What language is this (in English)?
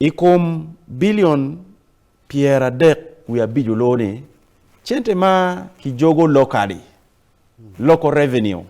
Acoli